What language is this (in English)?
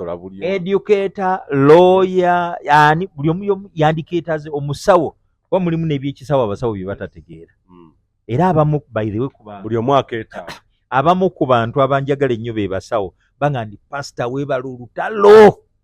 Ganda